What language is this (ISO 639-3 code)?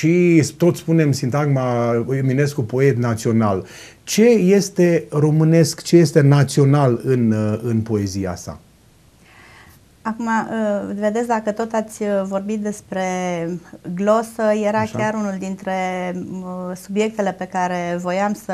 ron